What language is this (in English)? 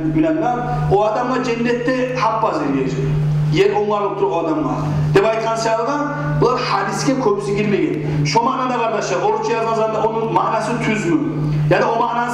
Kumyk